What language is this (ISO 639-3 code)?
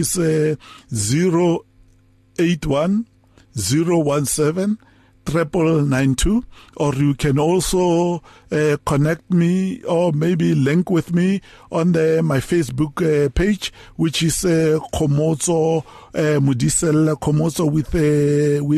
eng